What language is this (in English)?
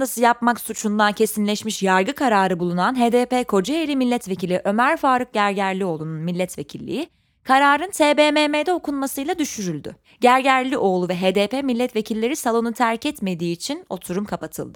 Turkish